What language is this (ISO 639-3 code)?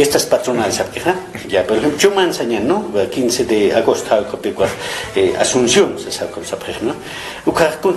aym